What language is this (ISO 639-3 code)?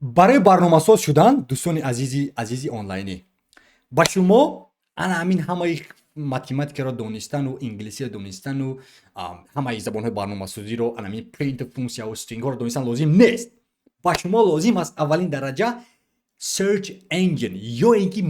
tgk